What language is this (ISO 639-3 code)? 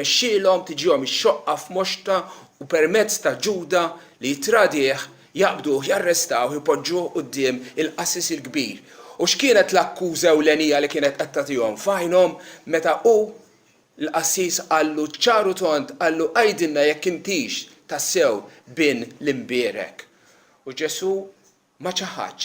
mlt